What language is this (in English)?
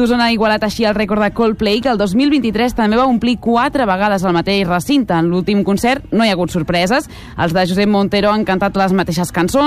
Catalan